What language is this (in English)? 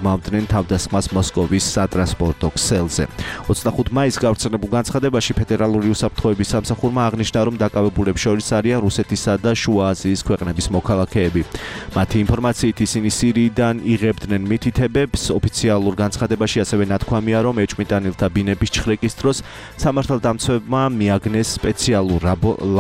Georgian